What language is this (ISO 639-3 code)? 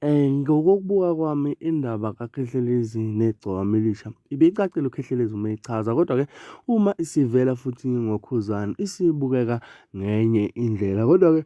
zul